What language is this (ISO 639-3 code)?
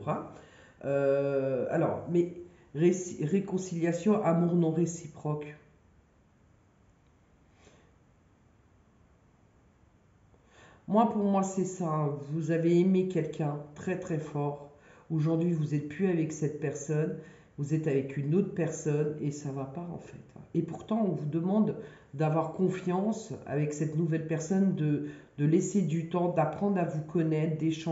fra